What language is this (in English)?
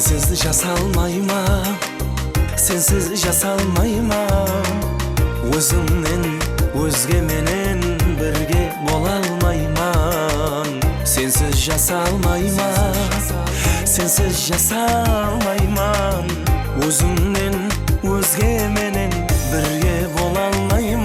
Kara-Kalpak